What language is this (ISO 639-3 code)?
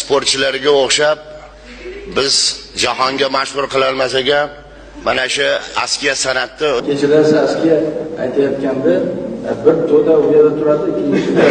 uzb